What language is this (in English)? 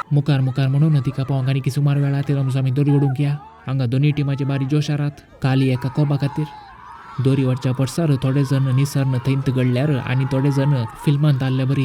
Konkani